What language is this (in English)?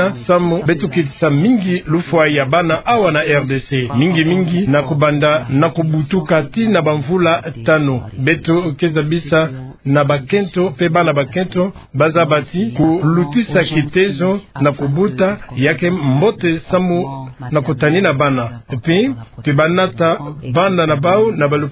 Kituba (Democratic Republic of Congo)